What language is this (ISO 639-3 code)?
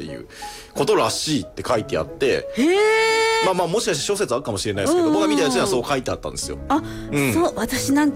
jpn